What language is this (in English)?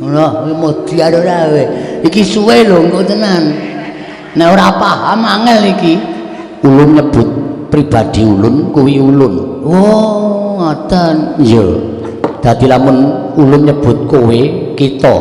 Javanese